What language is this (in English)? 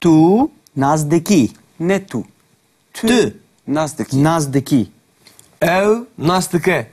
Kurdish